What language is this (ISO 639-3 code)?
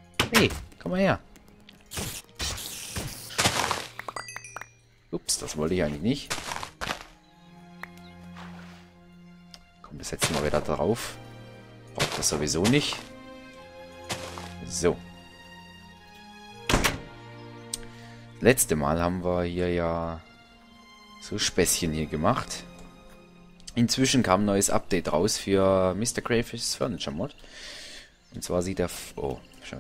deu